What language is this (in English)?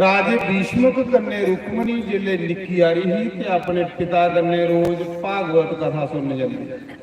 Dogri